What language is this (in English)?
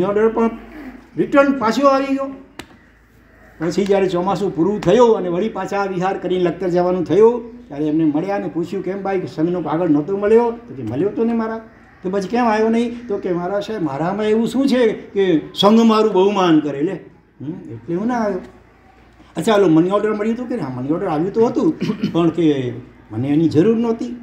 Gujarati